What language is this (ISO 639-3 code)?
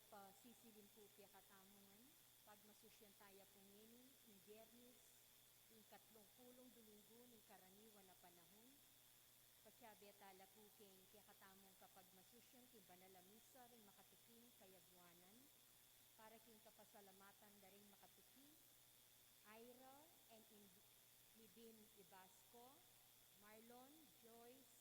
pam